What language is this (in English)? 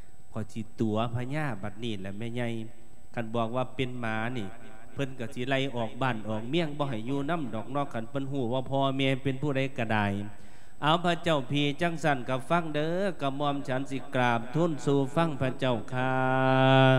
Lao